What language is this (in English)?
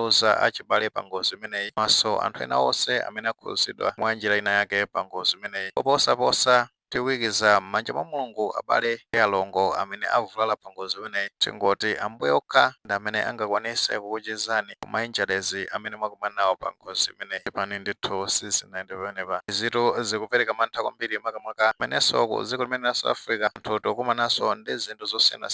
Nyanja